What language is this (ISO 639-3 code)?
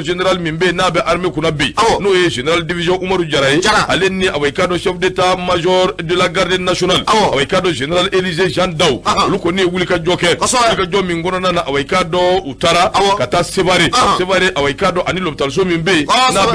bam